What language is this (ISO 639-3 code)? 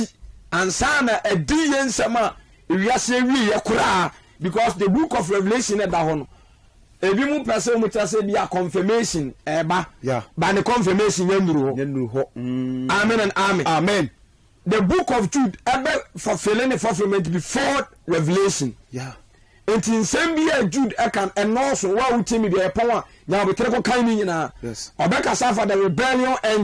aka